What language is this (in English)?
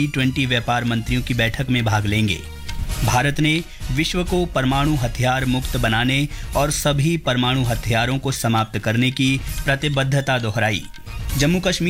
Hindi